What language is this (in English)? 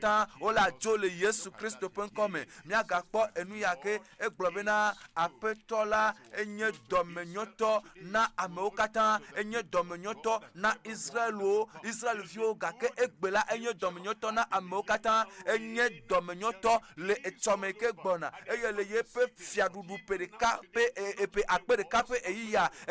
Ewe